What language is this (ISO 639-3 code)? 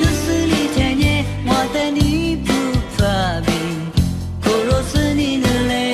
lis